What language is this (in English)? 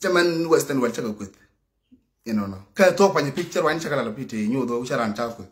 Nuer